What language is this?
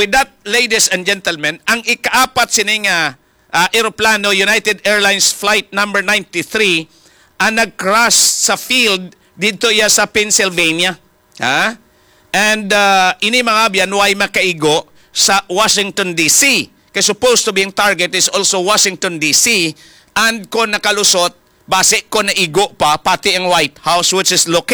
Hiligaynon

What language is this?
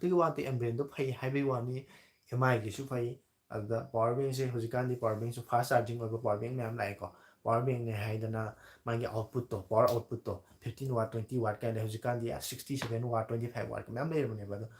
Manipuri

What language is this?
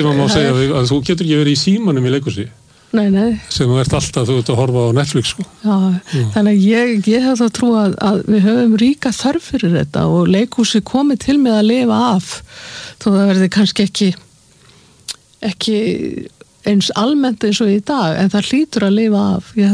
Icelandic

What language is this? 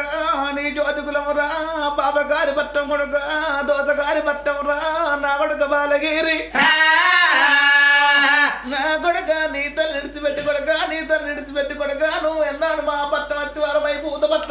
Telugu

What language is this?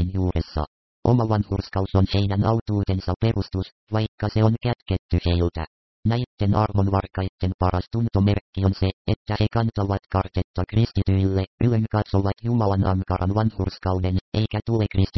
Finnish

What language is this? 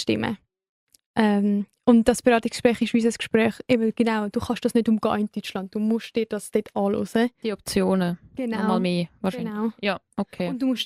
Swiss German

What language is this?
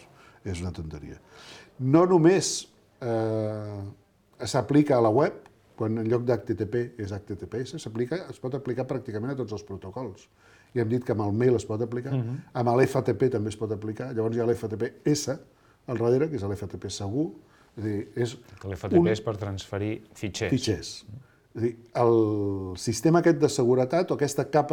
Catalan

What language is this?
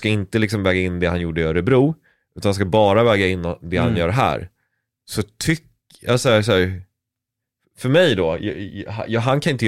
Swedish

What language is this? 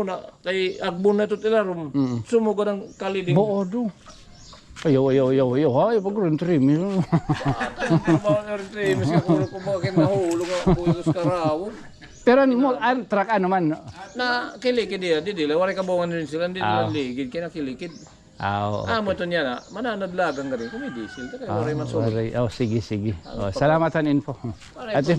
Waray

